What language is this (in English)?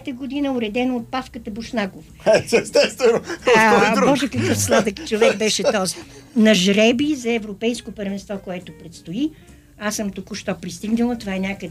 Bulgarian